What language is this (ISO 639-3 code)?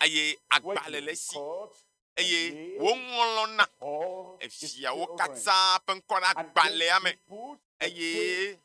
ewe